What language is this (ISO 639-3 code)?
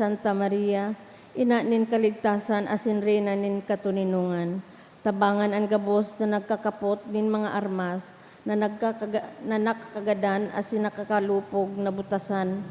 bik